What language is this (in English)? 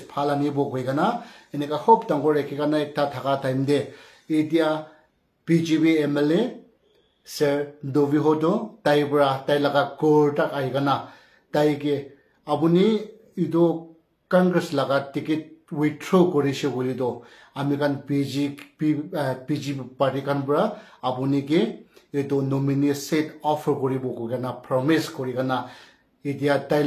Naga Pidgin